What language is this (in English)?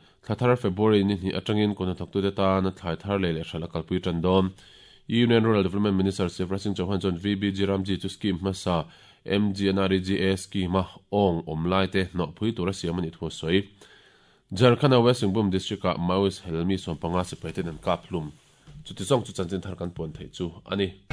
Mizo